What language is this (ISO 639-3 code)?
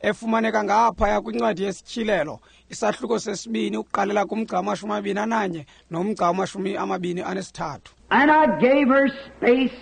xho